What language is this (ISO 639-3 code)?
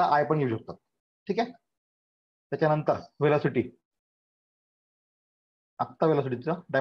mar